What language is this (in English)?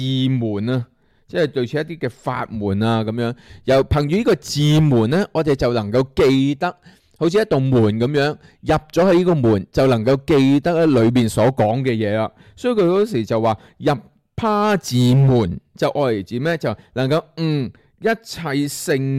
Cantonese